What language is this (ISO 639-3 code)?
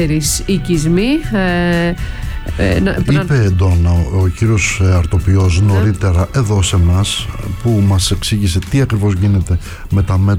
ell